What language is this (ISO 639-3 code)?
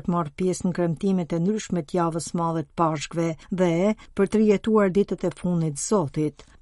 sqi